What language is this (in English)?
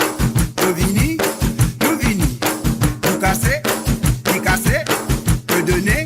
Morisyen